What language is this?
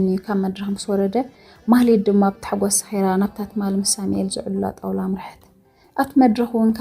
Tigrinya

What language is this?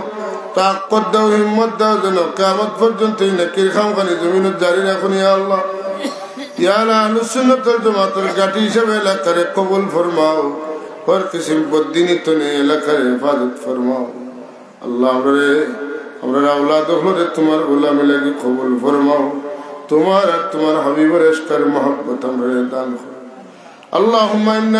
Sylheti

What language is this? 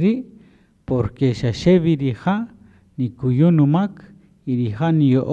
Kaqchikel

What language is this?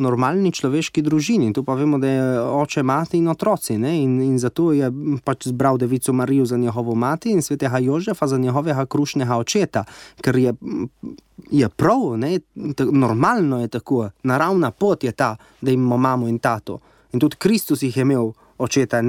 Slovenian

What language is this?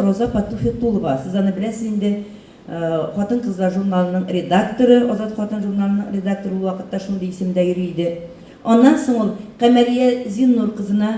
Tatar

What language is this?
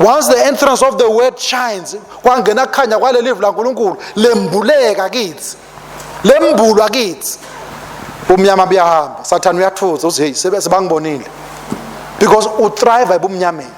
Swati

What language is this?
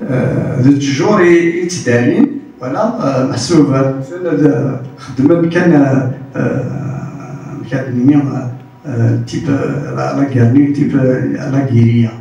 Kabyle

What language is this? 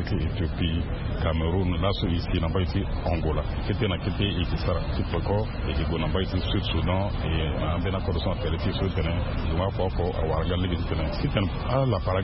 Sango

